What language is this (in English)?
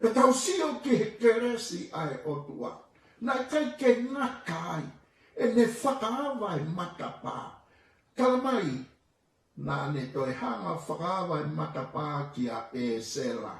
Tongan